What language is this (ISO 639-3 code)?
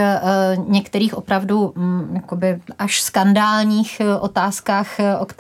ces